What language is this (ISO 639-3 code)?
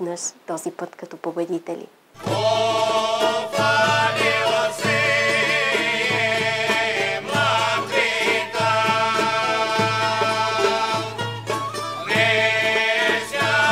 bul